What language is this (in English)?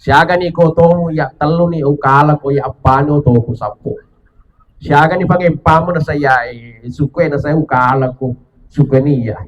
Buginese